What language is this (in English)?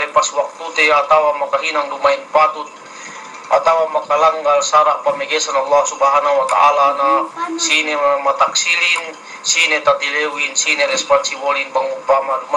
Yakan